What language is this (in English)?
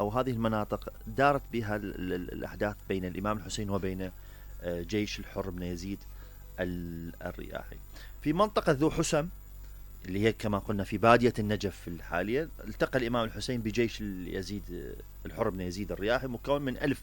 Mesopotamian Arabic